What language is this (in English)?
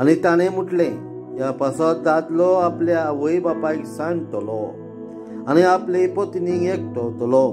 Konkani